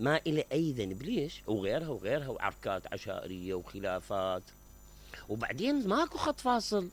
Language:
Mesopotamian Arabic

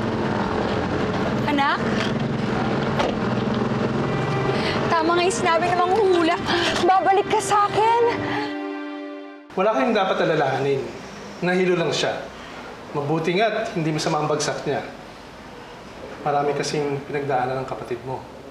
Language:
Filipino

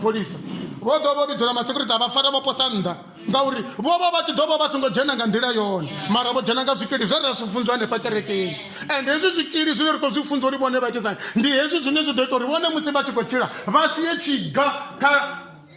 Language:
Venda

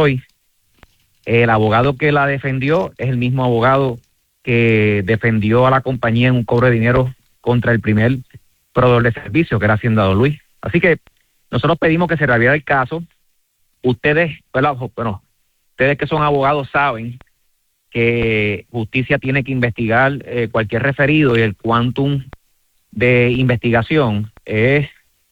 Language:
Spanish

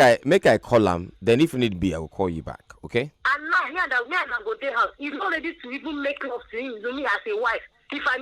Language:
Nigerian Pidgin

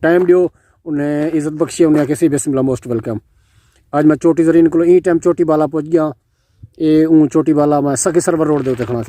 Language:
Saraiki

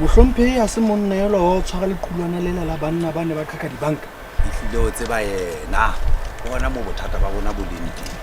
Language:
Southern Sotho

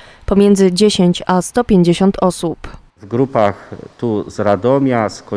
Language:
Polish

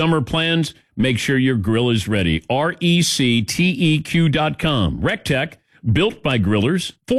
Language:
English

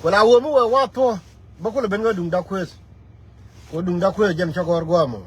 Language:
Nuer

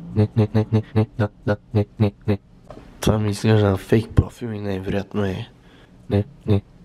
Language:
Bulgarian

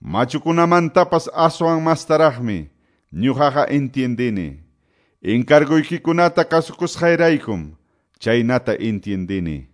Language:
Quechua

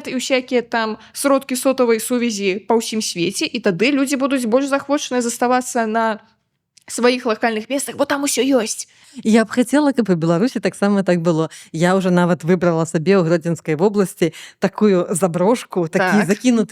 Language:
Belarusian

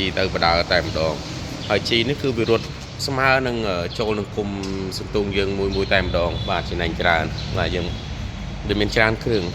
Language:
Khmer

